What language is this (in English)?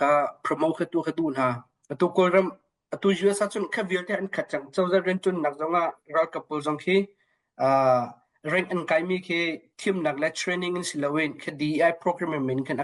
Hakha Chin